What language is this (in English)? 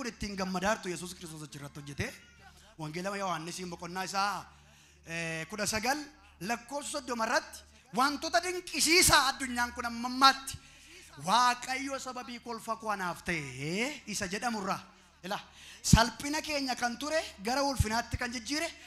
Oromo